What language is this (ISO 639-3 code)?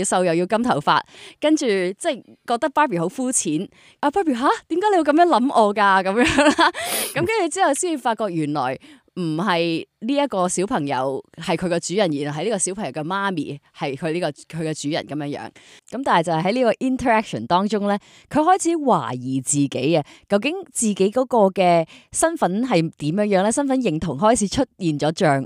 yue